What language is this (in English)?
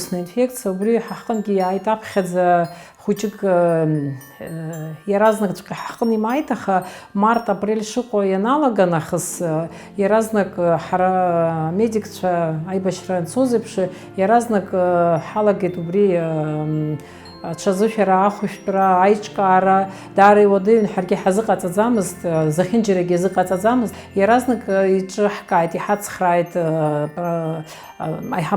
Abkhazian